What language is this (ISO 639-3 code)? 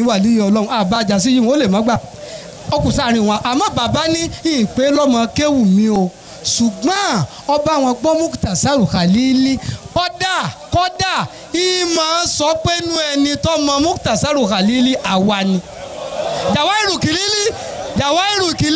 yor